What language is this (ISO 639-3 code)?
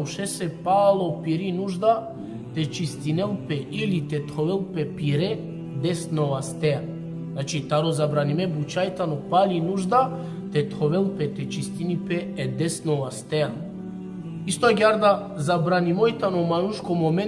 rmn